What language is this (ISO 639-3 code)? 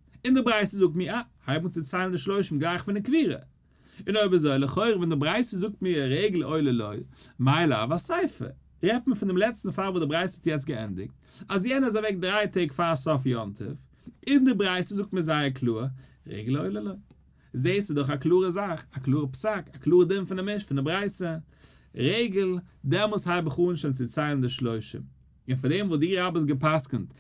yid